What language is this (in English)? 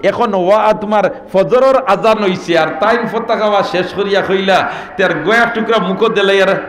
Sylheti